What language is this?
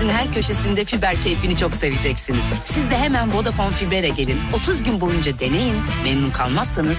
Turkish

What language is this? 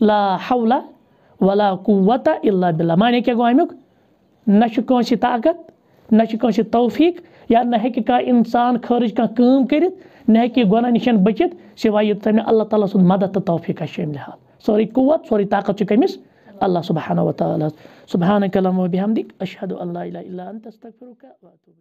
Kashmiri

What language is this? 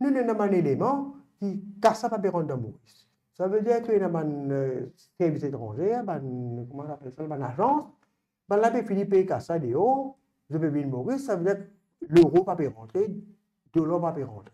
Morisyen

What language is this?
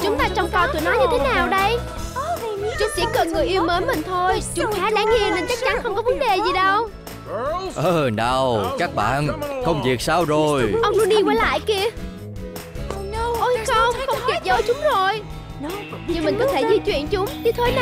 Vietnamese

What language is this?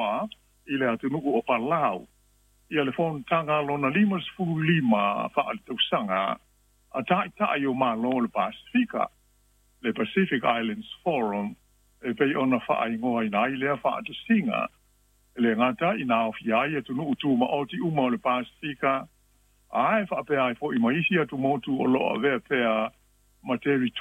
Samoan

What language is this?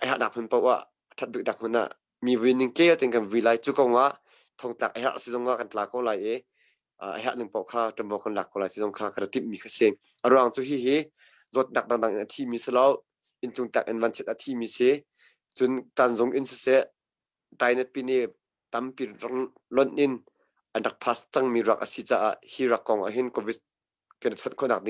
Hakha Chin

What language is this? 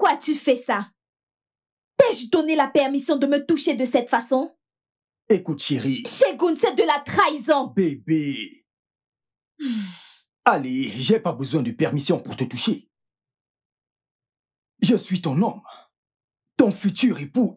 French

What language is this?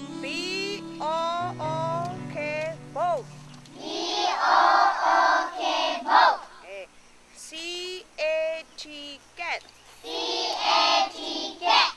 Kachin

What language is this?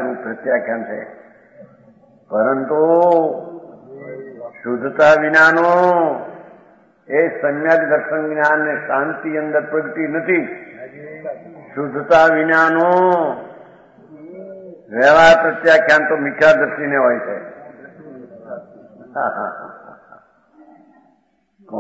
Gujarati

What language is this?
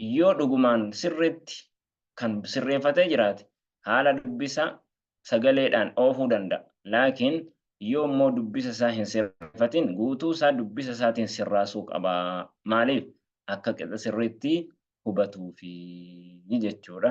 Oromo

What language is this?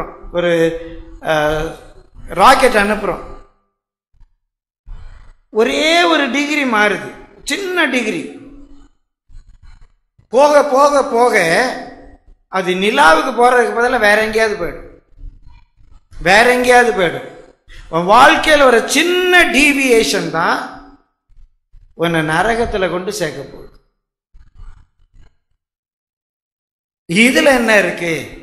Tamil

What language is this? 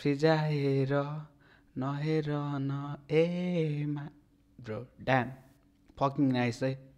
Nepali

